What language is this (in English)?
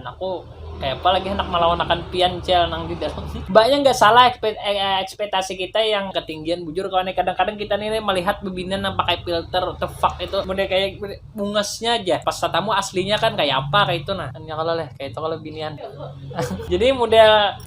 Banjar